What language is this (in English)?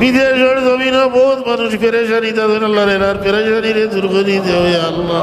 Sylheti